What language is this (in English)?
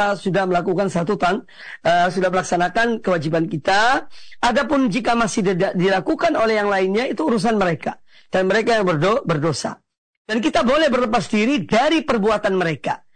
Indonesian